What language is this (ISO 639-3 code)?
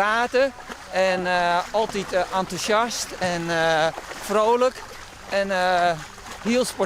fry